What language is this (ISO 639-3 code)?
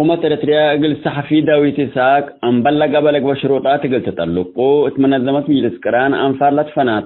tig